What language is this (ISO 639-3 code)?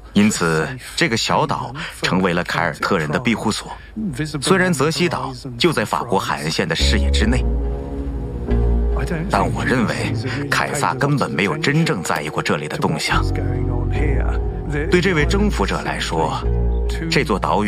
zho